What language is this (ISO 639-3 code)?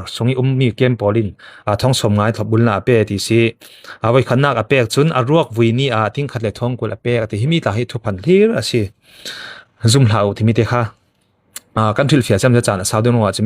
cfm